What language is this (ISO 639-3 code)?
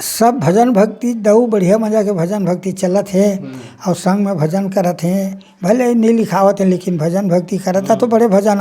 hne